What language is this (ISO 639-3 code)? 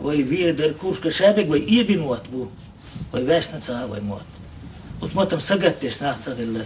che